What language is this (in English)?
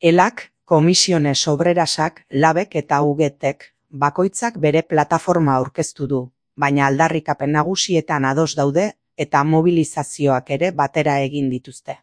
Basque